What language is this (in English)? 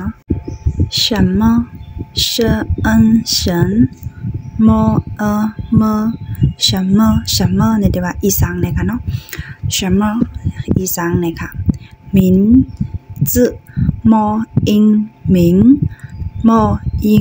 Shan